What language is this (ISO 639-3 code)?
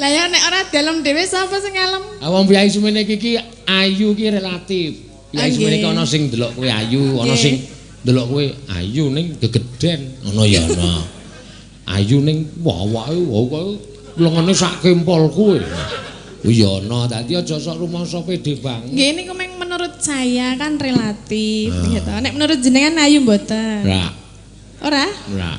jav